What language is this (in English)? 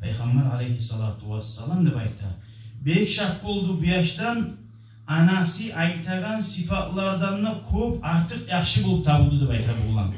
Kumyk